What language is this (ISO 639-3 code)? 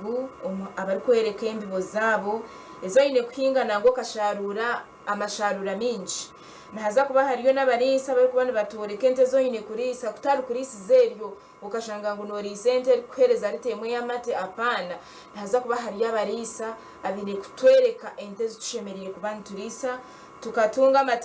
nyn